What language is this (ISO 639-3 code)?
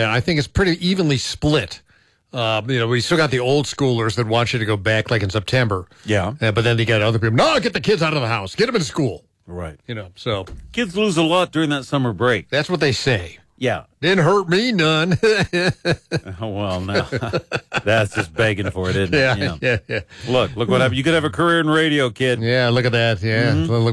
eng